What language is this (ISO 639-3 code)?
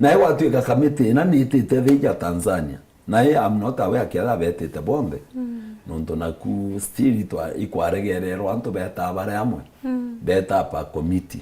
mer